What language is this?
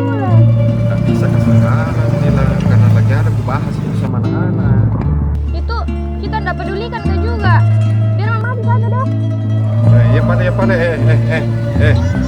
Makassar Malay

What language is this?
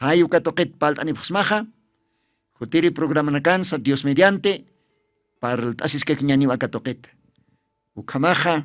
Aymara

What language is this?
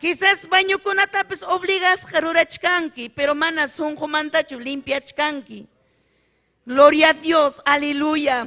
Ayacucho Quechua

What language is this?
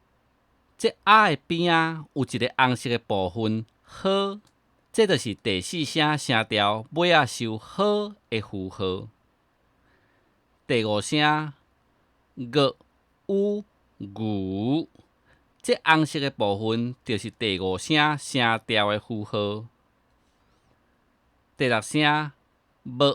Min Nan Chinese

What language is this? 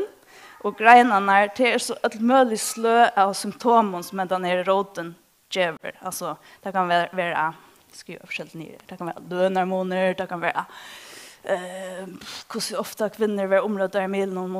Faroese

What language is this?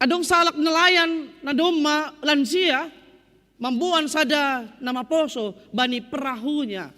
Batak Simalungun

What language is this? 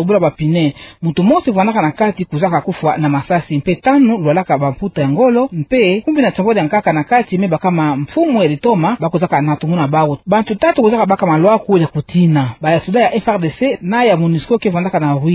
Kituba (Democratic Republic of Congo)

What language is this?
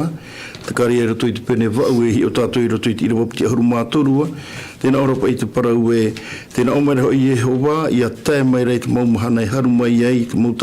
Tahitian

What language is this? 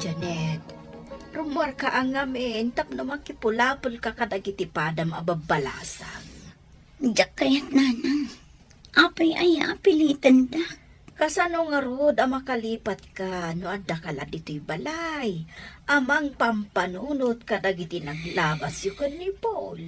Iloko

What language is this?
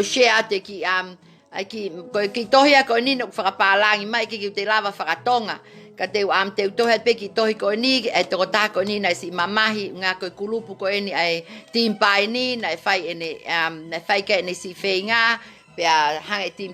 Tongan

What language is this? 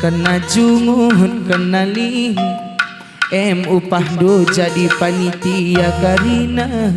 Batak Karo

